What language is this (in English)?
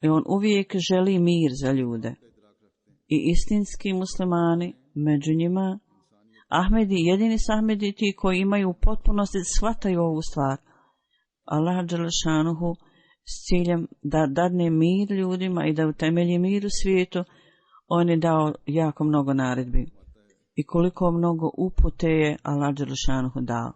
Bosnian